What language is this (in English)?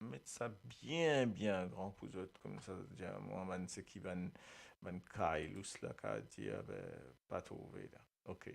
Morisyen